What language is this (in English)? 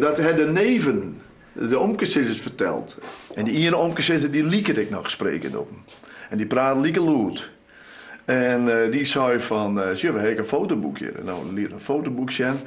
Western Frisian